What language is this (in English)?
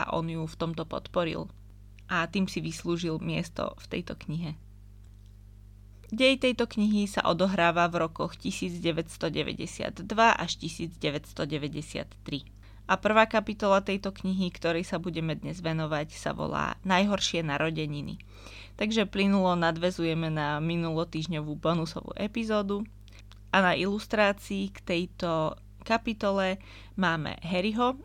Slovak